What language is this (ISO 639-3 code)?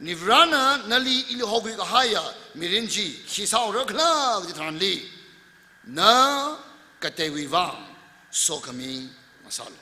nmf